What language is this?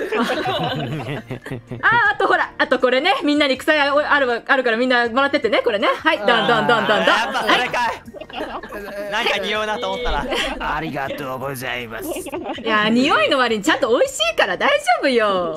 Japanese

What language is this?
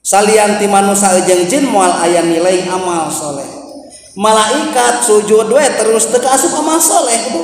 Sundanese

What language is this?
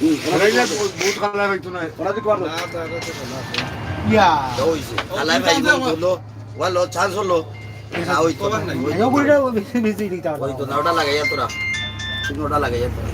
Sylheti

